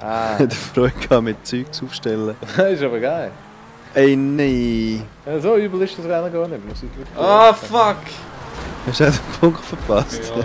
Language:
Swiss German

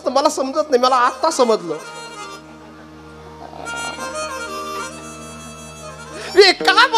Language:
Marathi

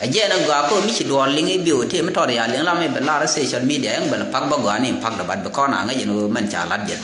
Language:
Nuer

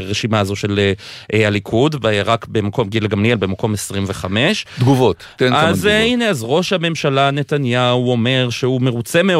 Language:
Hebrew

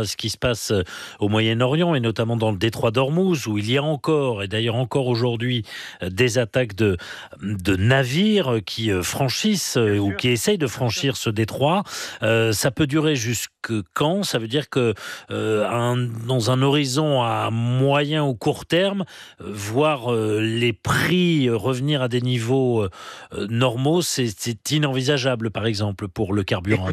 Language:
French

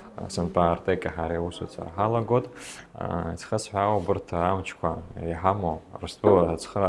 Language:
Abkhazian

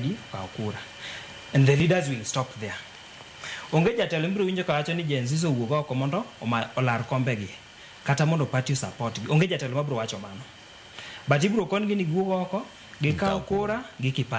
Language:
Luo (Kenya and Tanzania)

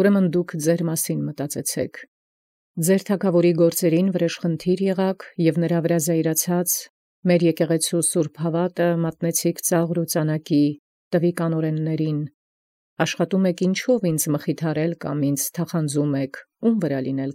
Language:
Armenian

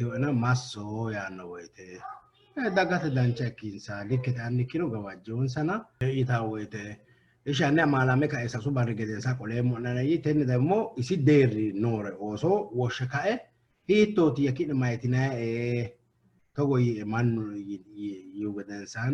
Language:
Sidamo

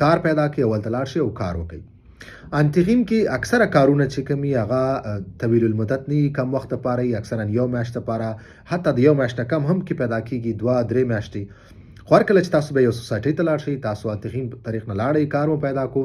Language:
Pashto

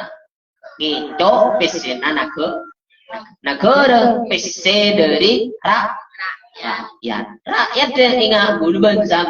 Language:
Madurese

